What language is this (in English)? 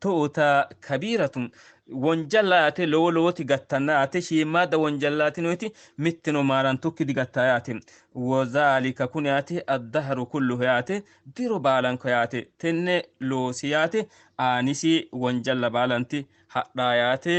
Sidamo